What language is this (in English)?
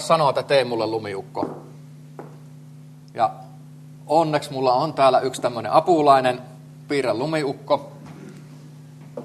Finnish